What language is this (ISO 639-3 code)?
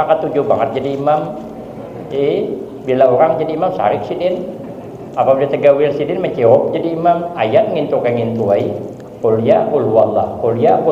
bjn